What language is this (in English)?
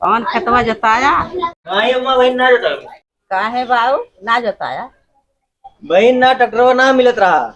Awadhi